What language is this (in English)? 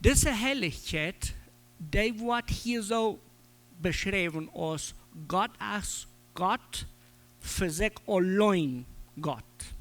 Plautdietsch